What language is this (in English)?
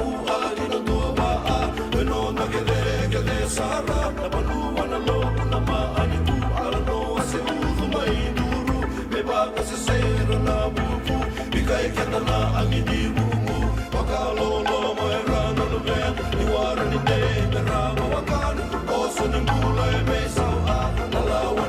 Fijian